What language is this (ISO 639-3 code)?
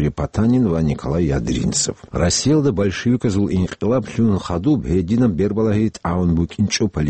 ava